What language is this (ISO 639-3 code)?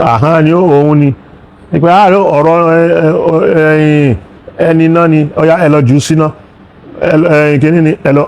yor